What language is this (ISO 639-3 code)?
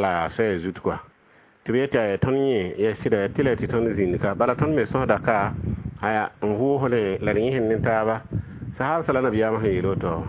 mos